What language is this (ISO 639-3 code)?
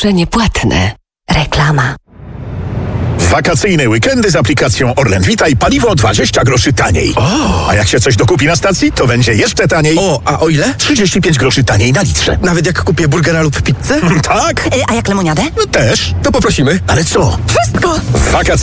pol